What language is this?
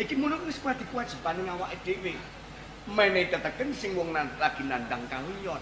Javanese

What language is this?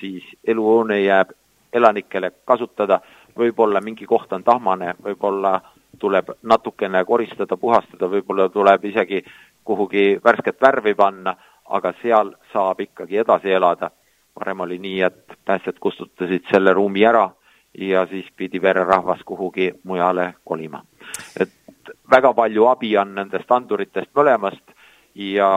Estonian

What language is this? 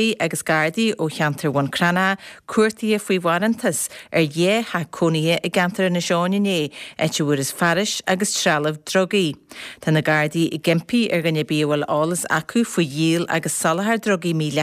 Irish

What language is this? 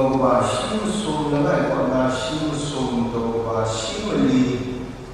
Kachin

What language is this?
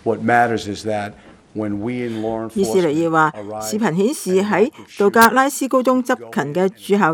Cantonese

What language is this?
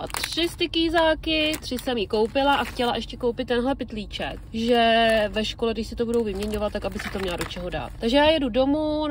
Czech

